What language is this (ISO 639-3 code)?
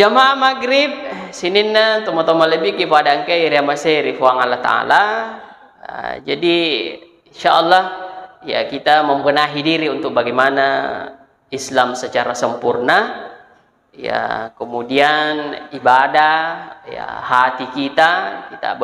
bug